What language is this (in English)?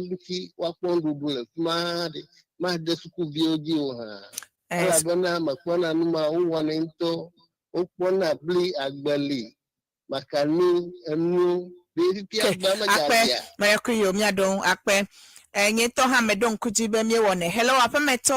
Ewe